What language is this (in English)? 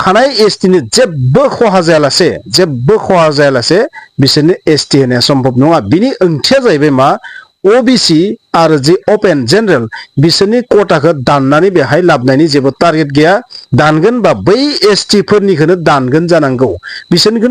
Bodo